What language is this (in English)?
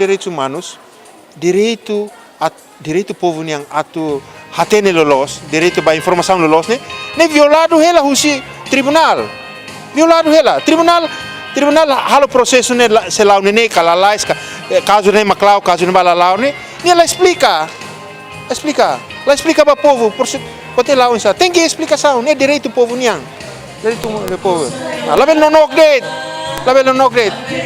Tetum